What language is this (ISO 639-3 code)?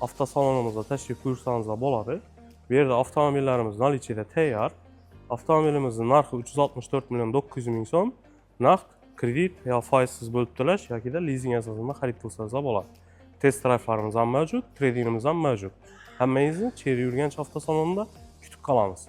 uzb